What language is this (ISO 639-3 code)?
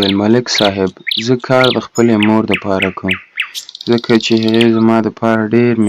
pus